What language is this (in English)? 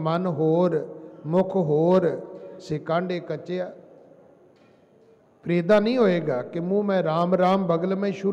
Punjabi